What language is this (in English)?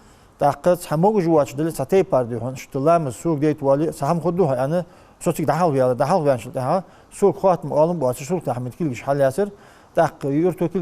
Ingush